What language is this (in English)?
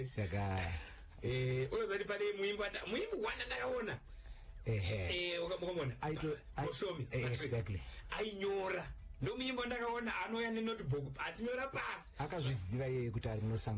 Shona